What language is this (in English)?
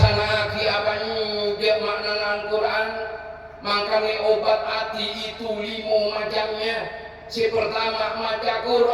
Madurese